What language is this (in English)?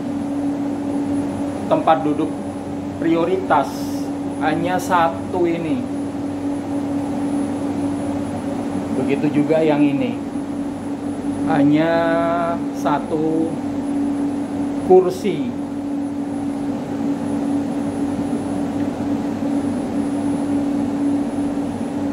Indonesian